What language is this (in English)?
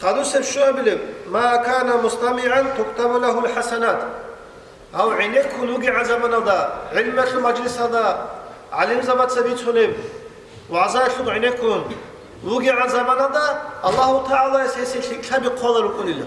Avaric